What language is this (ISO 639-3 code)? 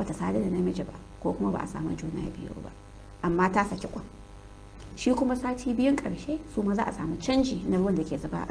hau